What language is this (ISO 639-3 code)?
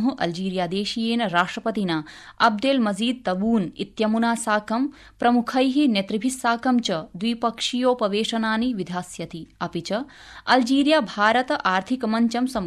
san